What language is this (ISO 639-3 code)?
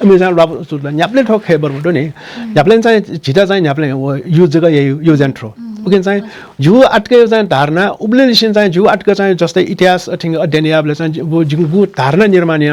new